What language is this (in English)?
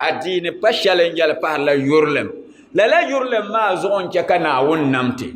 Dagbani